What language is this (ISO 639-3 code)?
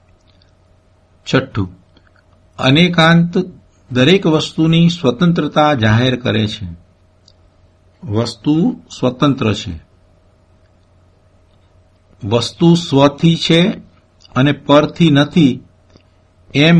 guj